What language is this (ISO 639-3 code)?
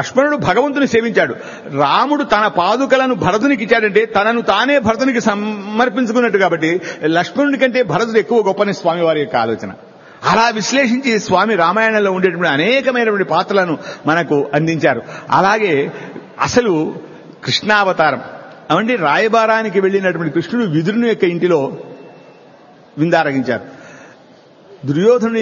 tel